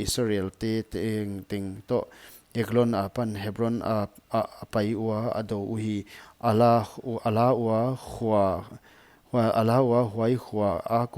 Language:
Paite Chin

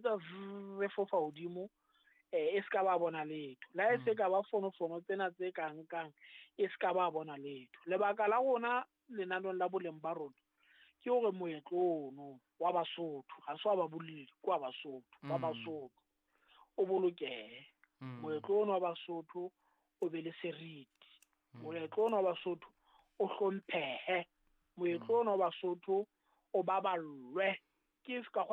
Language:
Southern Sotho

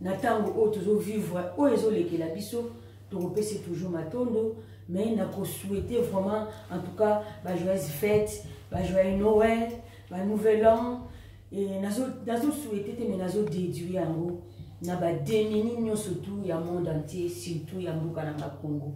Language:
Lingala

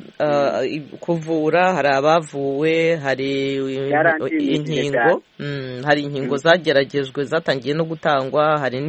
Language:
Kinyarwanda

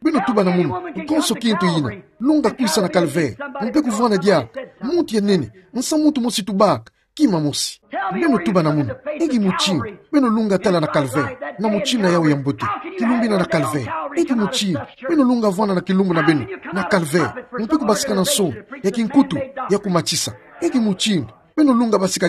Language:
Kituba (Democratic Republic of Congo)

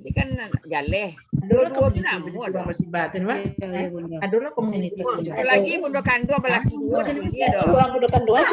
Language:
Minangkabau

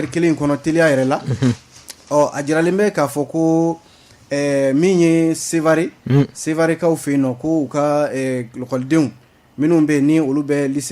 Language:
Bambara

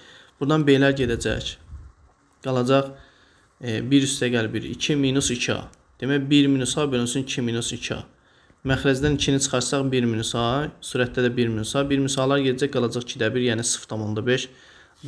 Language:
Azerbaijani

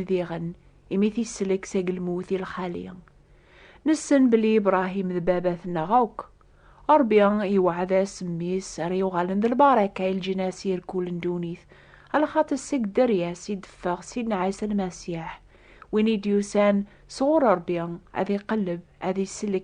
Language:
Kabyle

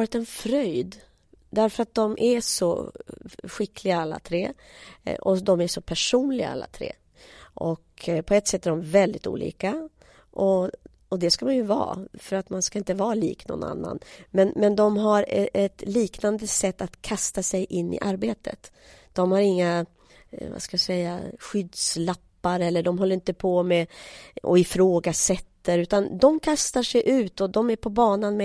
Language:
Swedish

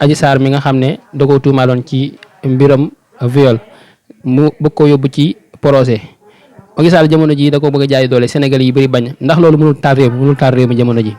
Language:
Wolof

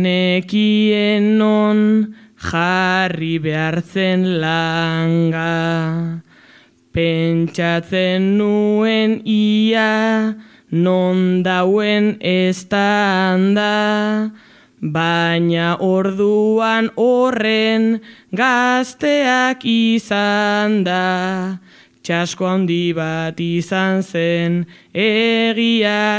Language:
Basque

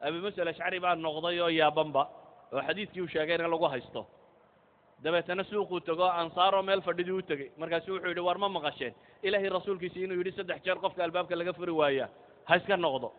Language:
Somali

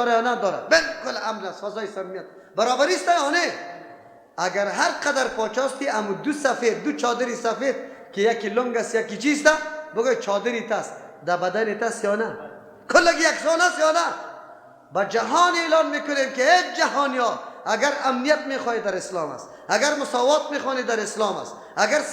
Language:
Persian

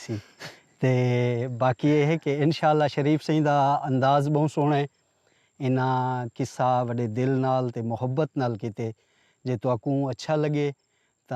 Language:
Saraiki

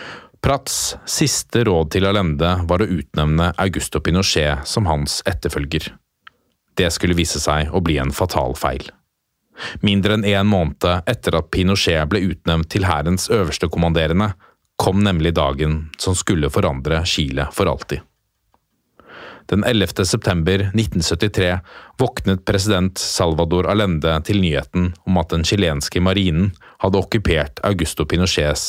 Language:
Norwegian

